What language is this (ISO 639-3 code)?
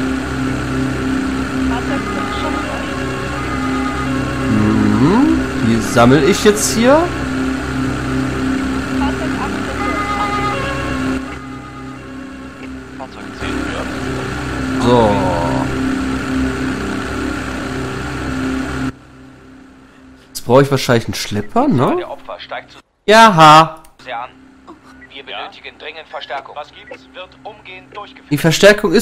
deu